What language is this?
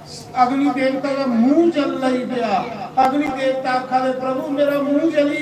Dogri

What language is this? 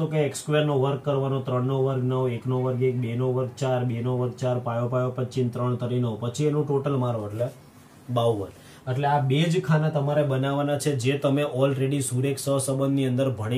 Gujarati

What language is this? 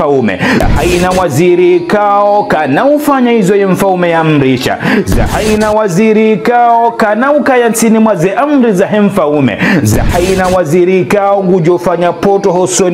Ngazidja Comorian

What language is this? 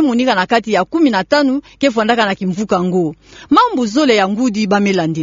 Kituba (Democratic Republic of Congo)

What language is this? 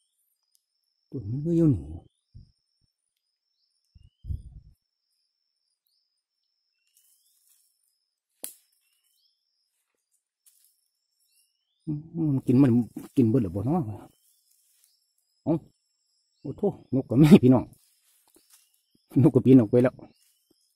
Northeastern Thai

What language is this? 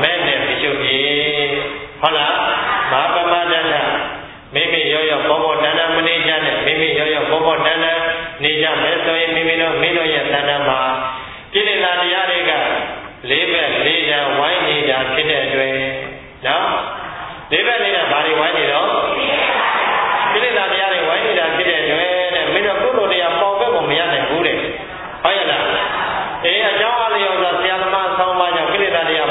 Burmese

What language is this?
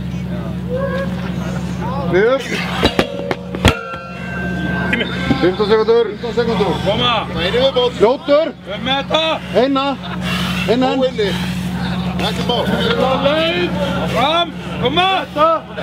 Icelandic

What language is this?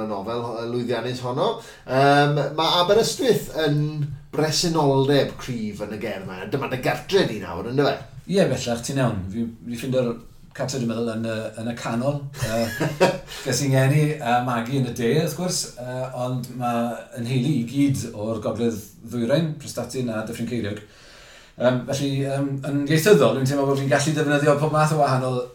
Welsh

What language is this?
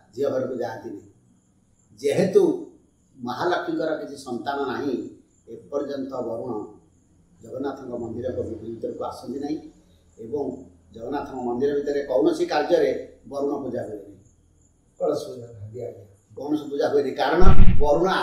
Odia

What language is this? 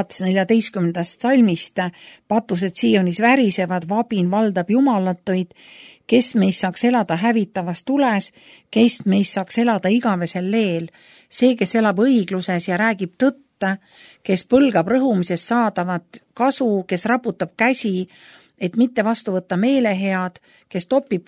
Estonian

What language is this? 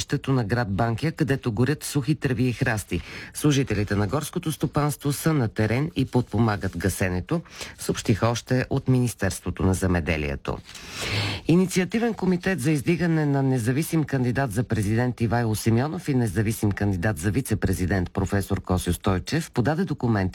Bulgarian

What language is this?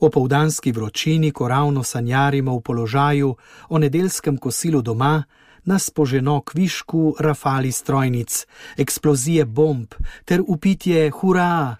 Slovenian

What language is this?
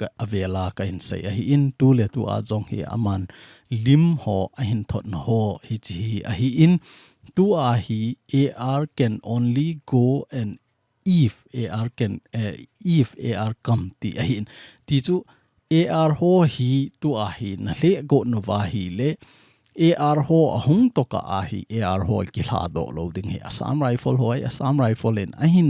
Thado Chin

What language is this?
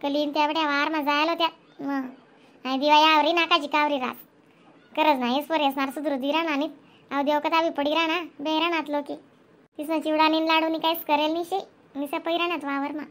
Khandesi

